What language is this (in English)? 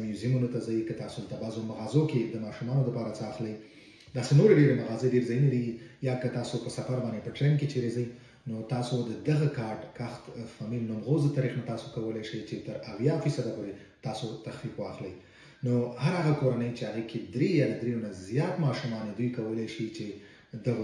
Pashto